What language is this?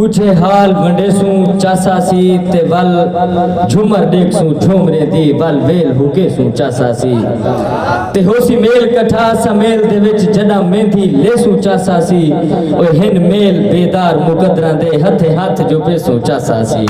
Saraiki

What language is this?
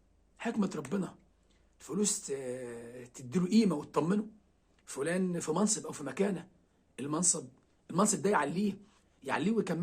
Egyptian Arabic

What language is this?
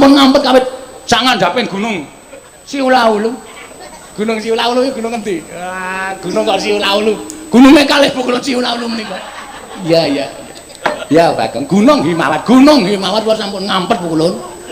Javanese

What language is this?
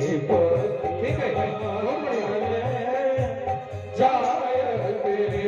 Maithili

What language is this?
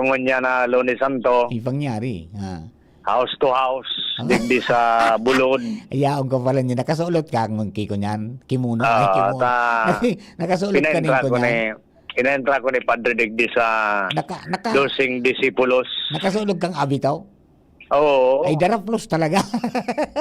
Bikol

